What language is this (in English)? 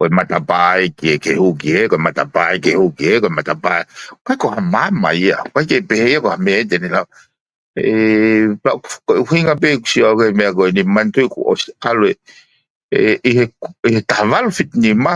Tongan